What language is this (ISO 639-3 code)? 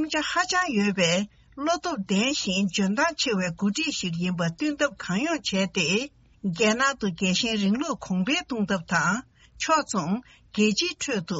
bod